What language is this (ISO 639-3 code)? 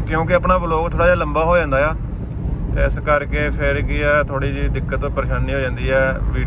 pan